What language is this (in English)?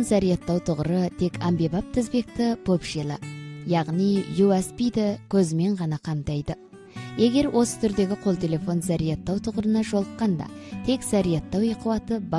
Kazakh